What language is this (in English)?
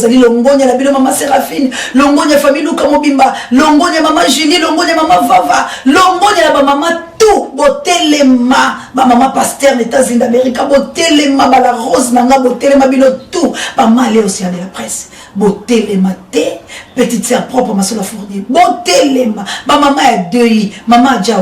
Lingala